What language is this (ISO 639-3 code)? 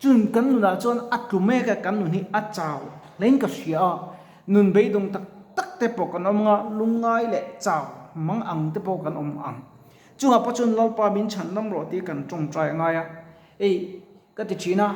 lus